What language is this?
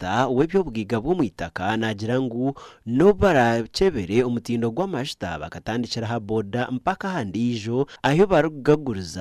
Nyankole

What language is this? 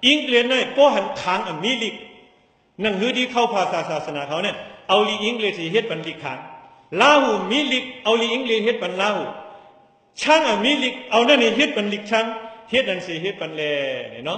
Shan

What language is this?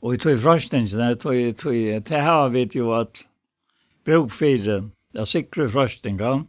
Faroese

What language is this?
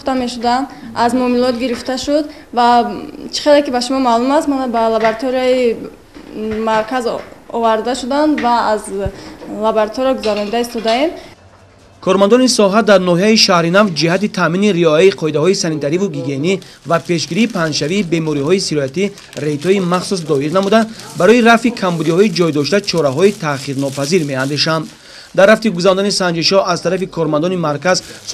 Tajik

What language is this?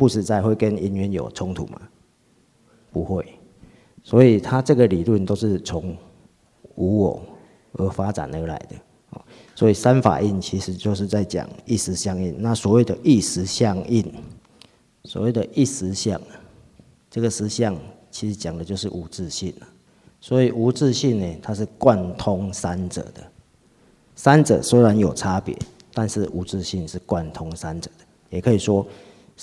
Chinese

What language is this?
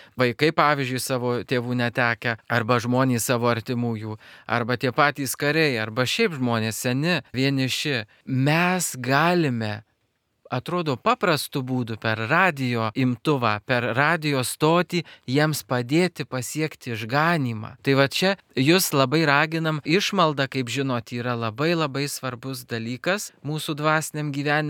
Lithuanian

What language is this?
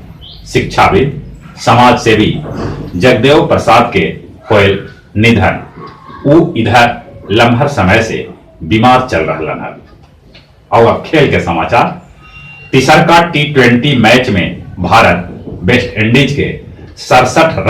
Magahi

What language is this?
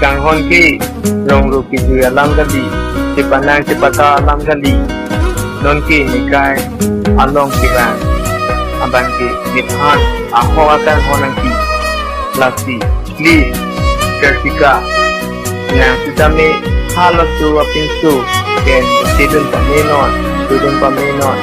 Karbi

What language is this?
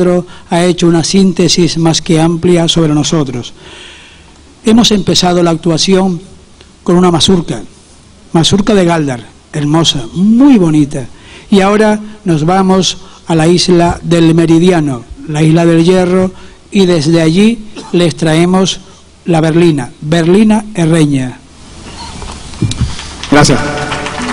Spanish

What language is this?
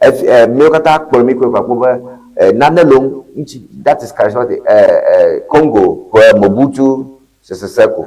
Ewe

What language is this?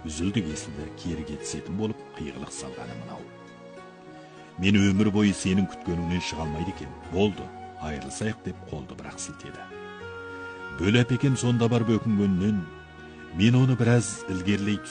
Kazakh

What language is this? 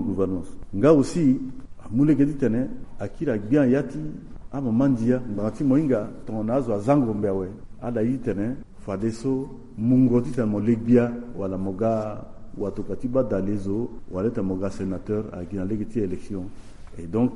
Sango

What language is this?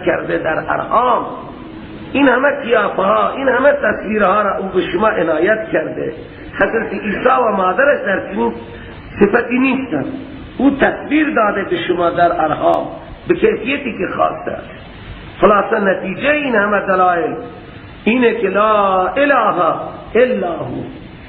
Persian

